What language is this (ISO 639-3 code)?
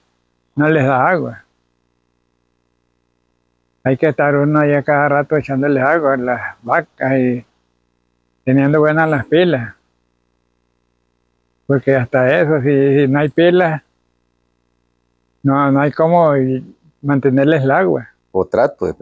spa